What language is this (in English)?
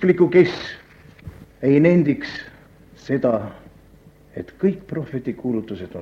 Estonian